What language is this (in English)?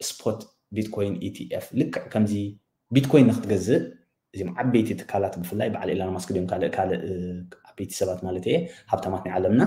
Tigrinya